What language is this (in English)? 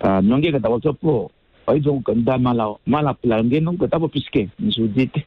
Kuanyama